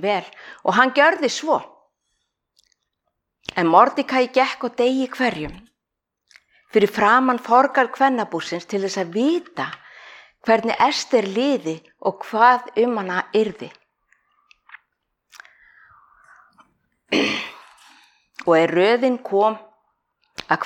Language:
Icelandic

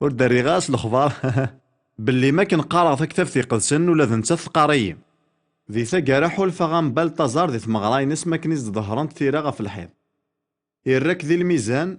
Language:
Kabyle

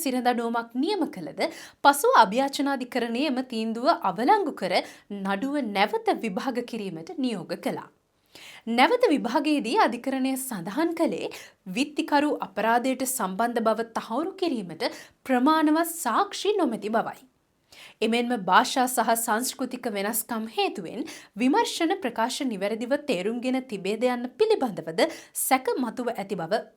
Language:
Sinhala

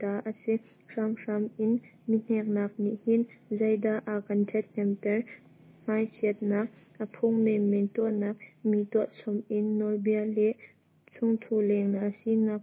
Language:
Hakha Chin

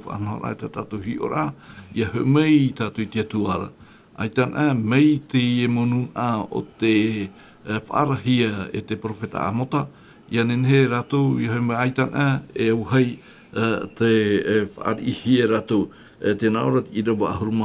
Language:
Tahitian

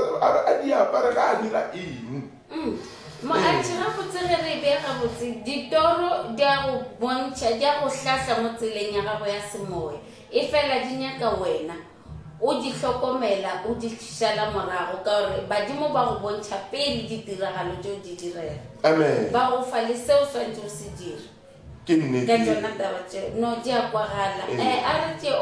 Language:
Northern Sotho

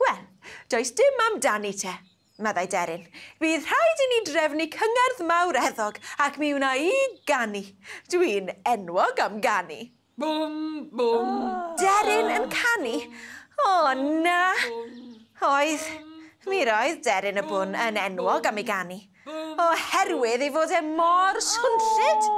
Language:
Welsh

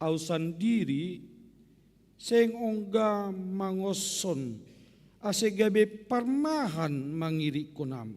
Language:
Batak Simalungun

